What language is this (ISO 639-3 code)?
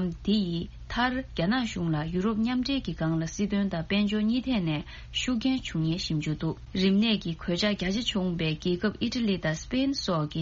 bod